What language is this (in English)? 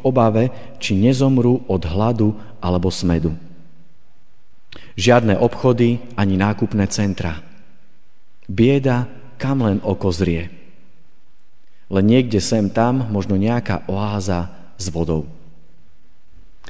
Slovak